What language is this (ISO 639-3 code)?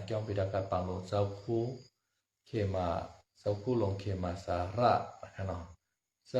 shn